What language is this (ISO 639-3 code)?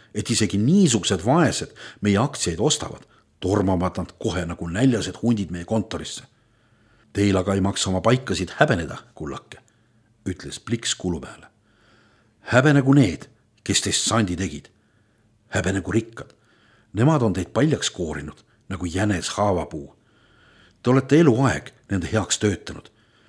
est